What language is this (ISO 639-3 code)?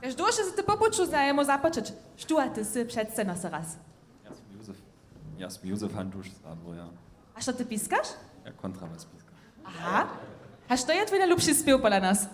hsb